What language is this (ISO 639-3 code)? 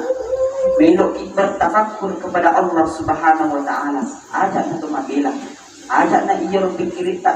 bug